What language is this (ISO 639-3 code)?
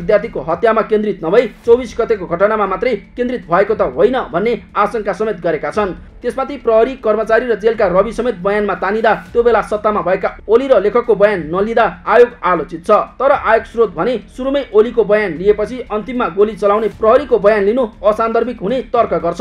nep